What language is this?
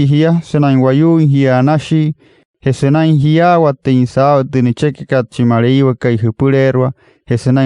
Wayuu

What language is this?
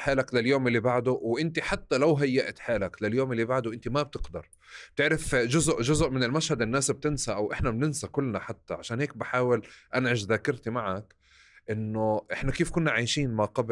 North Levantine Arabic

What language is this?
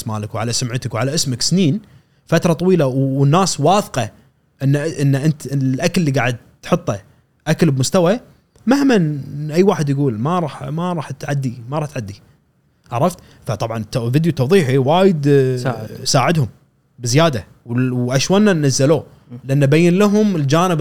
Gulf Arabic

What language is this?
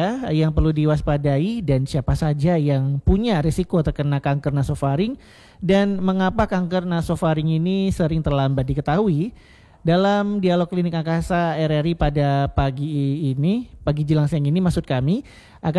Indonesian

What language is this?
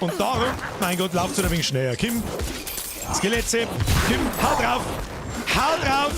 Bavarian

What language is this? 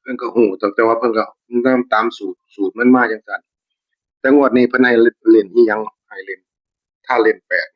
Northeastern Thai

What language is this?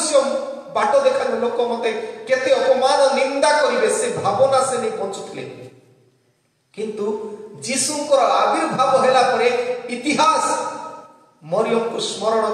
Odia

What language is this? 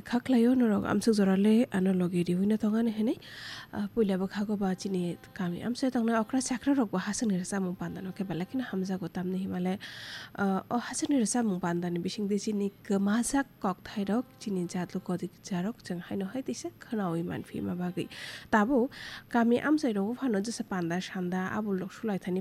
Kok Borok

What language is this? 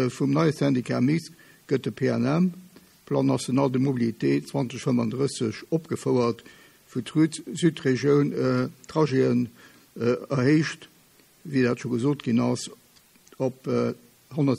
Luxembourgish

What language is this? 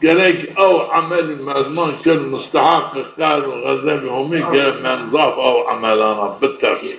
Zaza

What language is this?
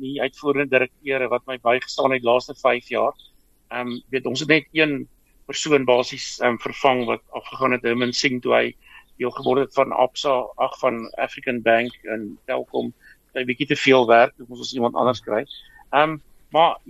Afrikaans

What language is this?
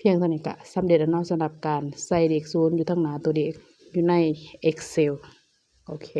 Lao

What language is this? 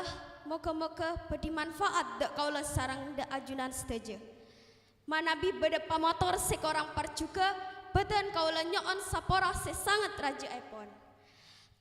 Madurese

